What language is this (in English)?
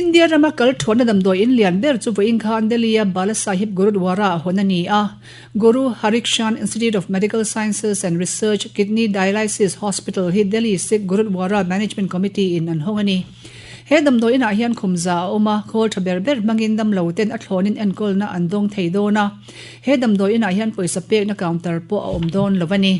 Mizo